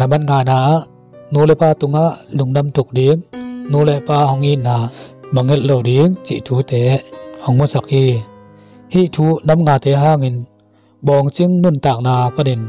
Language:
Tedim Chin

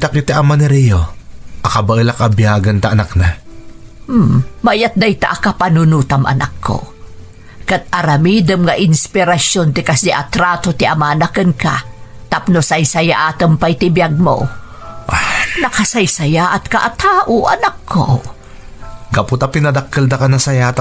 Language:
Iloko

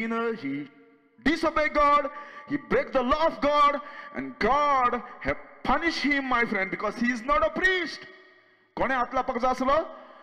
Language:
Konkani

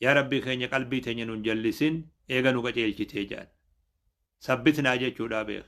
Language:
Oromo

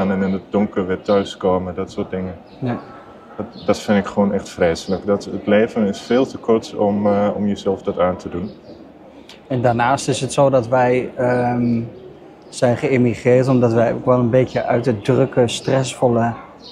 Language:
Dutch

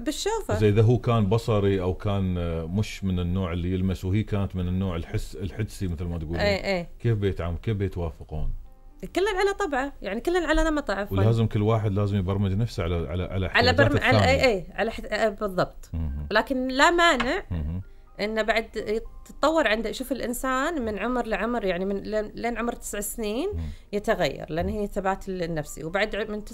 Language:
Gulf Arabic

